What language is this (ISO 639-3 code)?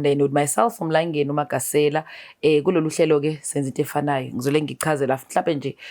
zul